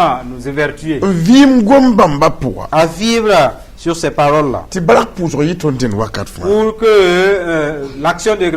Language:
Mossi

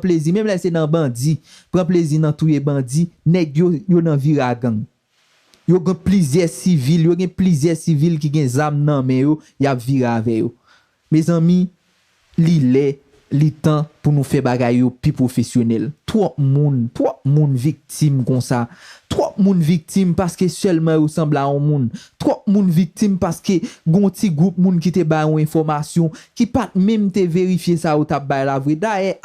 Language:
Haitian Creole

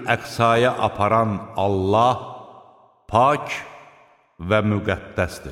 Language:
Azerbaijani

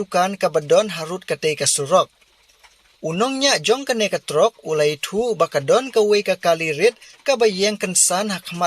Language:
Khasi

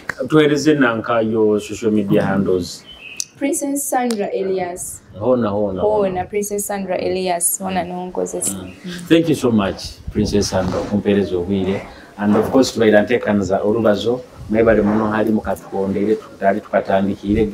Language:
Nyoro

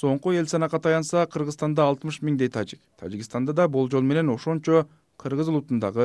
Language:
Kyrgyz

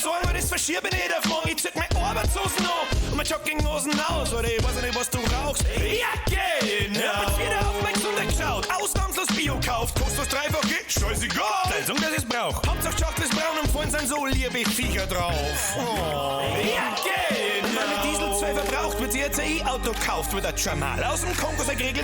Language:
Bavarian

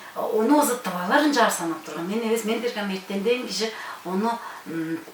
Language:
Tuvinian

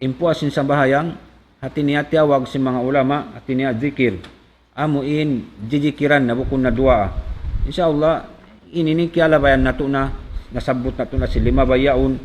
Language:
Tausug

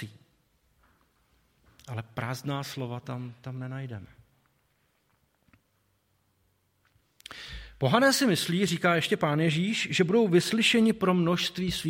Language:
Czech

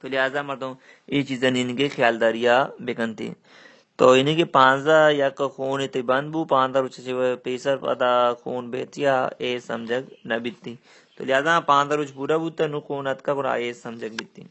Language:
Baluchi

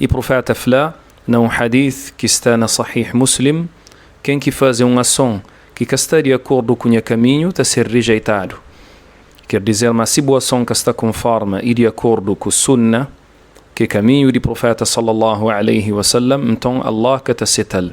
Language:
Kabuverdianu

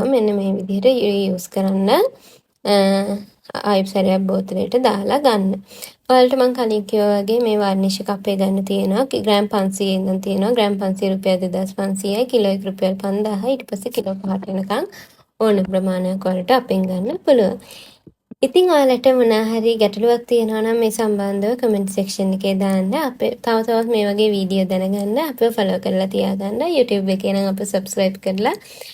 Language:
Sinhala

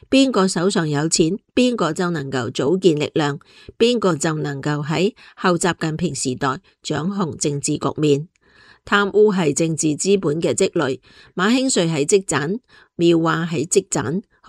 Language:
Cantonese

